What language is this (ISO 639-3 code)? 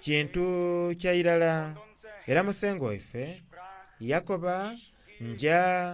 xog